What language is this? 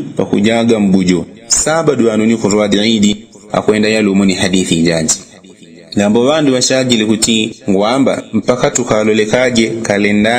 Yao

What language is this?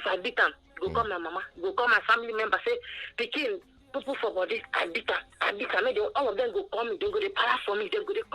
Nigerian Pidgin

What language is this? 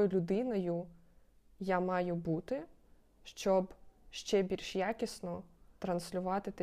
Ukrainian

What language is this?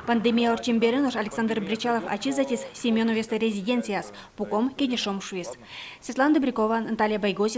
Udmurt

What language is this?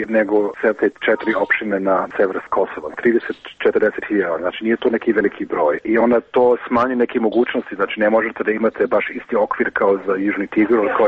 Serbian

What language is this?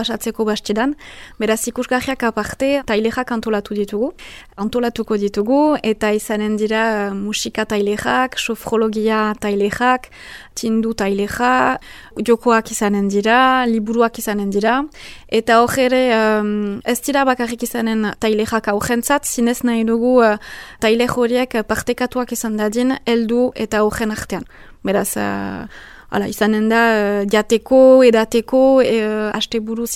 Basque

